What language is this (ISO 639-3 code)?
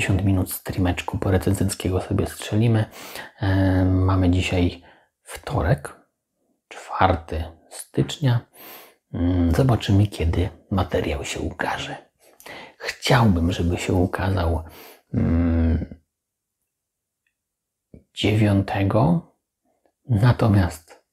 pol